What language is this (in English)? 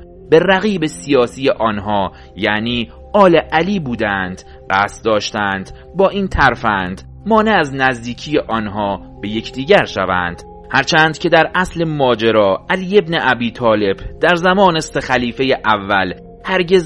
Persian